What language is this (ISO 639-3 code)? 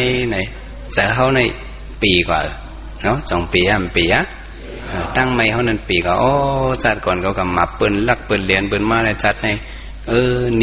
shn